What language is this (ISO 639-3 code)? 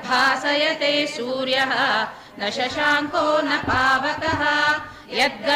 san